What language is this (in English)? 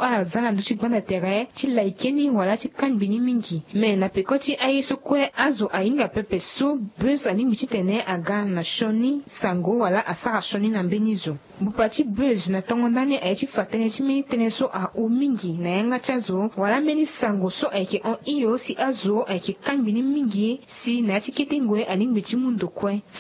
Sango